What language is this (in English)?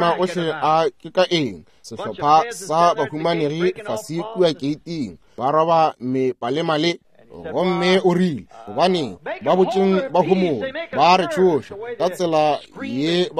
Northern Sotho